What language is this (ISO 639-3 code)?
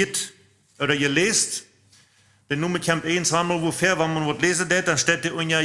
pdt